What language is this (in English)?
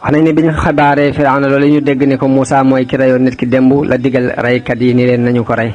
Wolof